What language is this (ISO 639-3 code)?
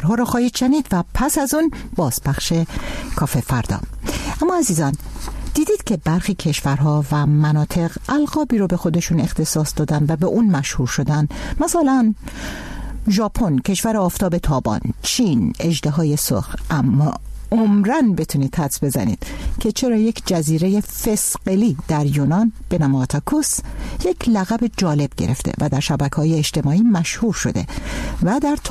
fas